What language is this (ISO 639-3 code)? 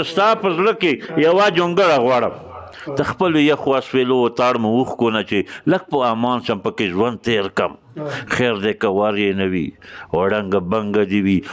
pus